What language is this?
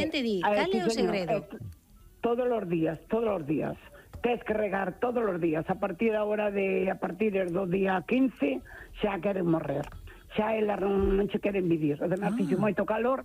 Galician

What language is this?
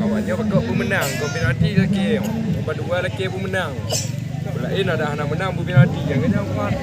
Achinese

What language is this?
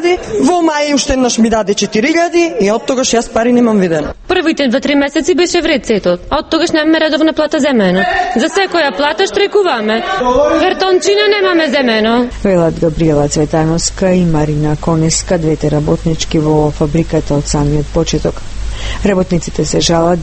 Macedonian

